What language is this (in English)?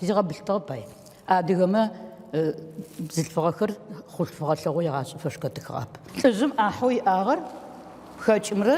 Adyghe